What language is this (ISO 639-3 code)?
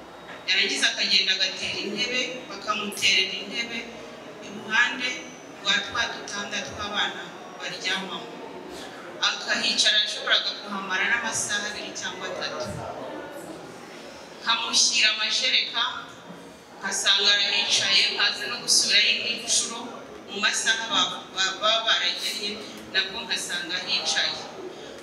kin